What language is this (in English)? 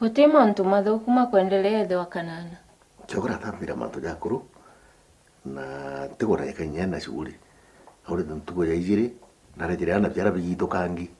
Meru